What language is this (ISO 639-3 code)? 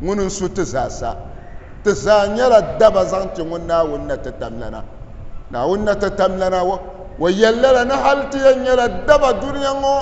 dag